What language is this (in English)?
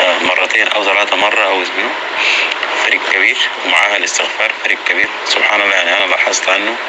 North Levantine Arabic